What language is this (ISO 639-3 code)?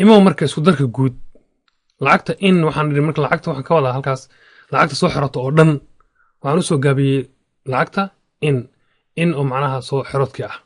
som